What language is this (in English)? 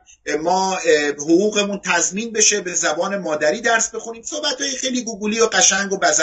Persian